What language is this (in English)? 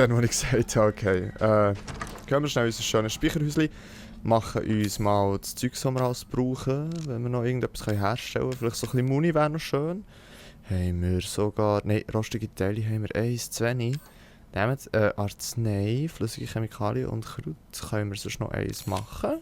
Swiss German